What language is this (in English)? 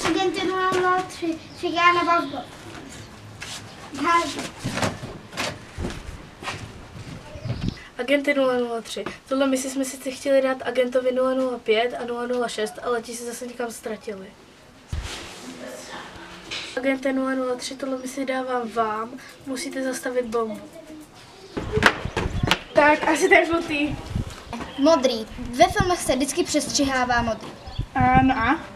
Czech